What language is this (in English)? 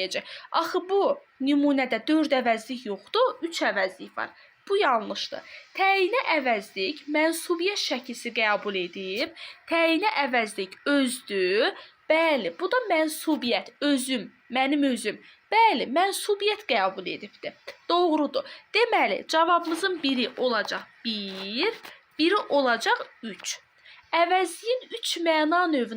Azerbaijani